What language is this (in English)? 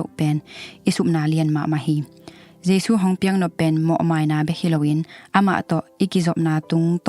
Tedim Chin